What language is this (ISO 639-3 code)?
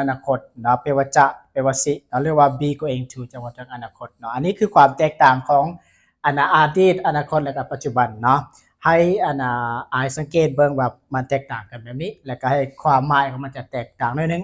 lao